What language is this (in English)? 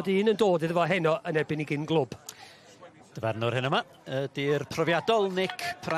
Welsh